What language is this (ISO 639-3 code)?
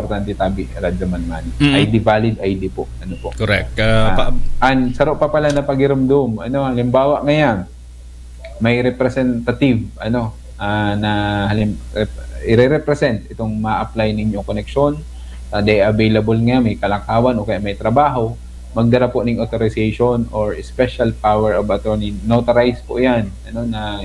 bik